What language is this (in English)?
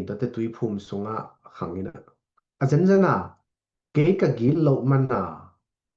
Tedim Chin